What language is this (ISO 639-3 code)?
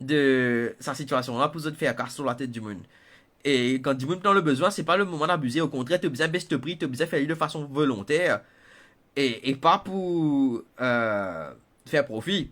mfe